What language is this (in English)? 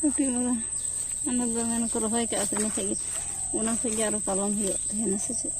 Santali